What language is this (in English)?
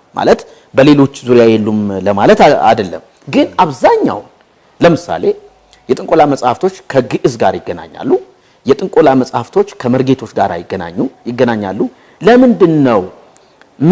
Amharic